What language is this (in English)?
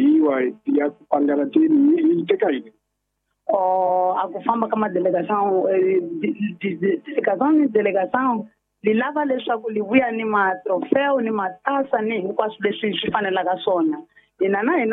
Tsonga